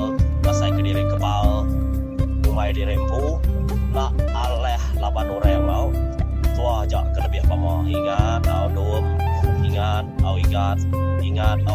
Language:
Iban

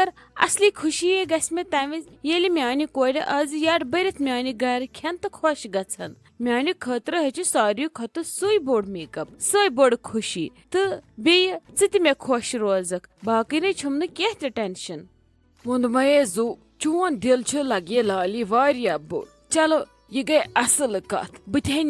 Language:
Kashmiri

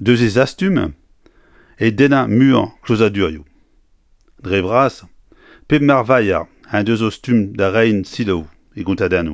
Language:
Breton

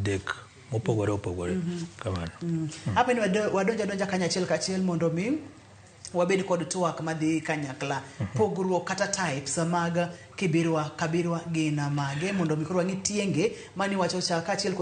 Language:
Luo (Kenya and Tanzania)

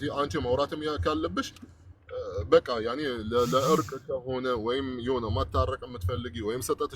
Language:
Amharic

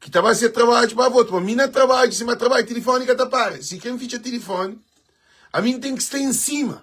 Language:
Kabuverdianu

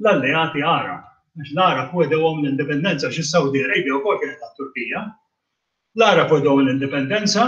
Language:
Maltese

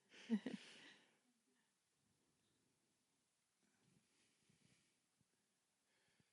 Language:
Finnish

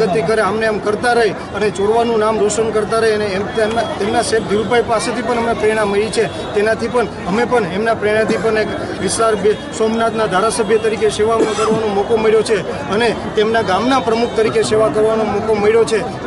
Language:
Gujarati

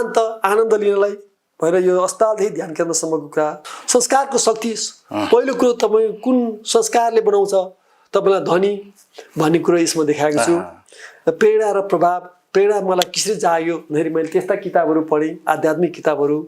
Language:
Nepali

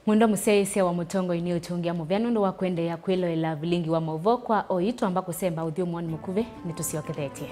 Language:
Kamba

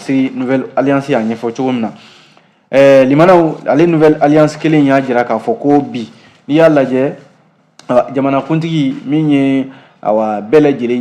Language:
Bambara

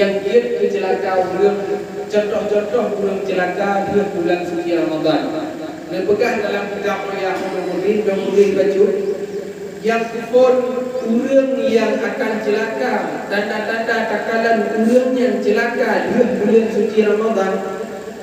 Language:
Achinese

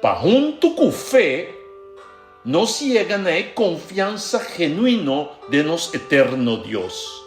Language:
Papiamento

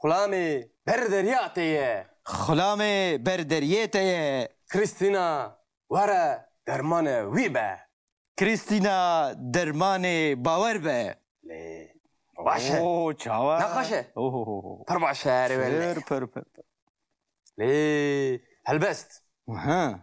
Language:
Kurdish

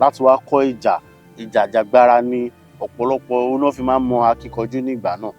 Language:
Yoruba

